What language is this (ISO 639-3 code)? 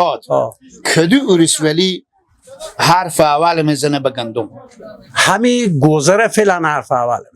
fas